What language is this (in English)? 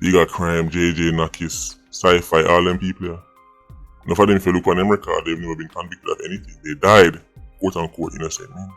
Jamaican Creole English